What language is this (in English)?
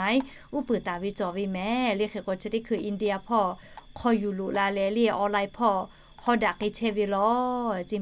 Lahu